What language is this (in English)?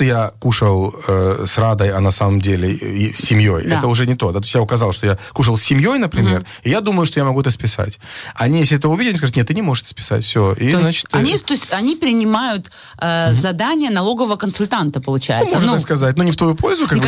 Russian